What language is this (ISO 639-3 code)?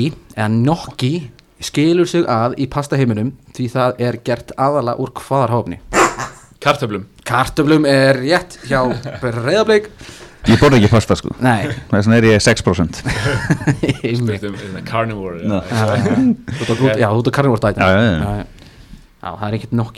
isl